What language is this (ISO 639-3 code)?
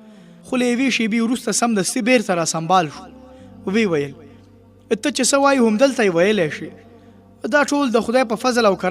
pus